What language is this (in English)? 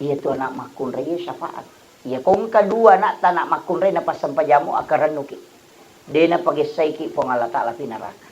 Buginese